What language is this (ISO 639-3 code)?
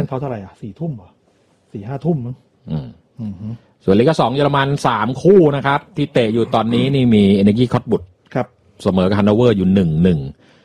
tha